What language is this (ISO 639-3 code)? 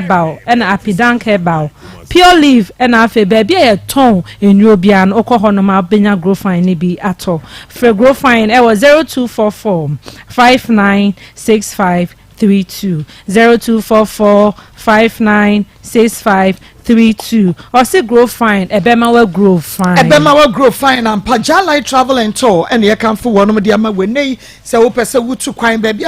aka